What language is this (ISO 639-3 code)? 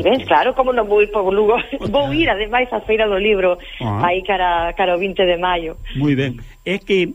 glg